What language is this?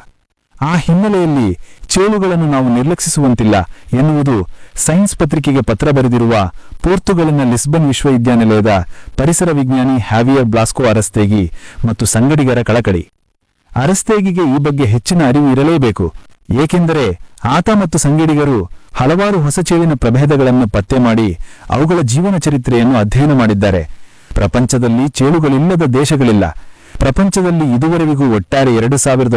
Kannada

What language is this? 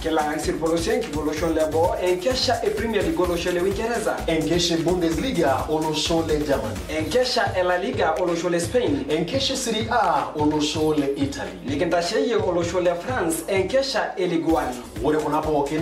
Masai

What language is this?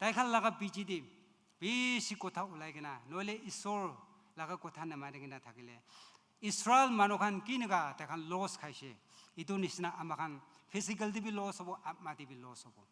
Naga Pidgin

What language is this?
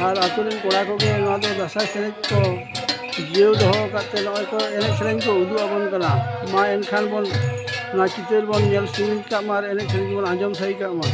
Santali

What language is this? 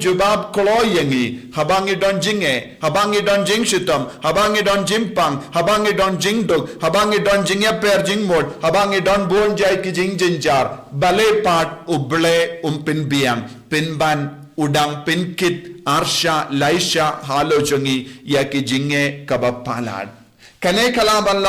Khasi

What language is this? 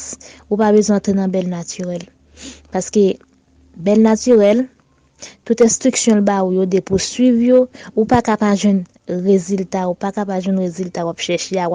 Haitian Creole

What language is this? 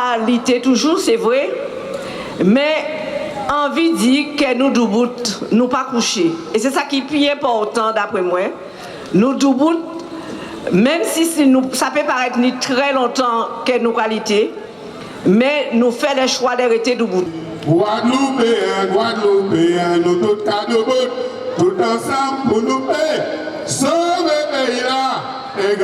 Guadeloupean Creole French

